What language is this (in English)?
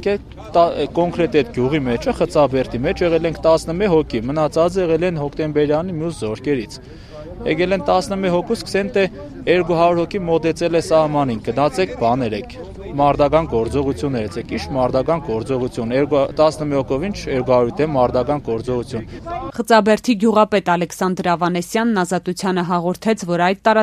Armenian